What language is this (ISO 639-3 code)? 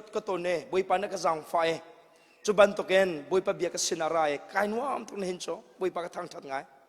cnh